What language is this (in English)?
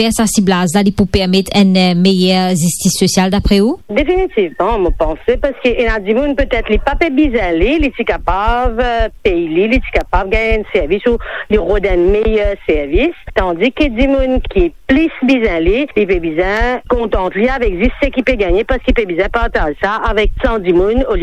Morisyen